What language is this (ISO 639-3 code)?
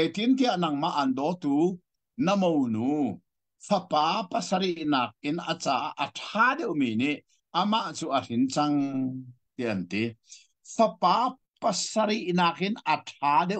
cnh